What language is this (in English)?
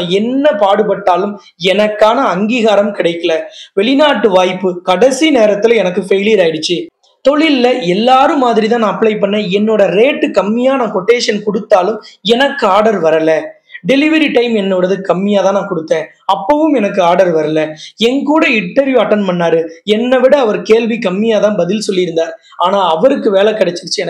Tamil